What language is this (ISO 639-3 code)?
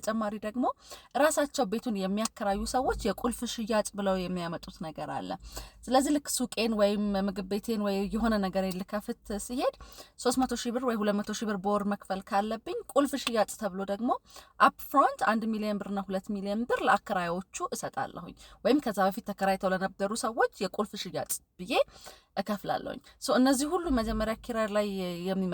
amh